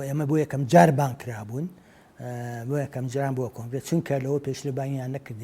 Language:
Central Kurdish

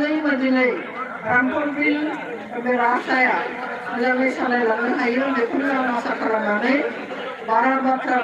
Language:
Bodo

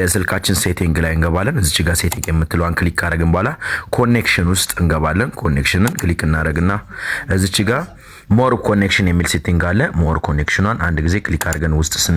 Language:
Amharic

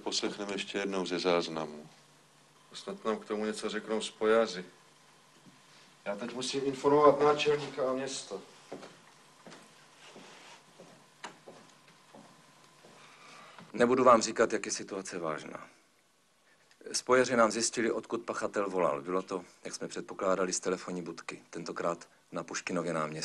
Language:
Czech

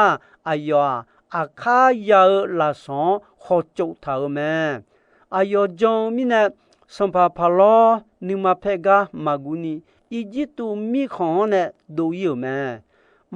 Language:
Akha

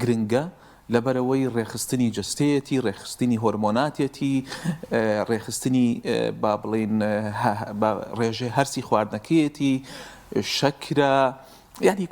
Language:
Central Kurdish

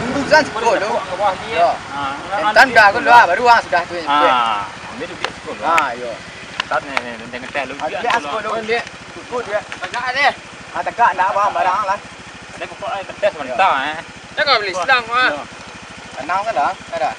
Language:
Minangkabau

